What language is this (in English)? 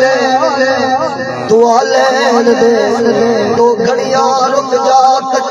Saraiki